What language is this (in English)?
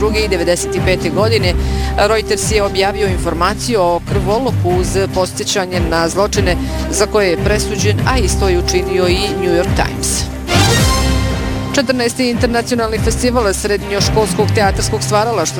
Bosnian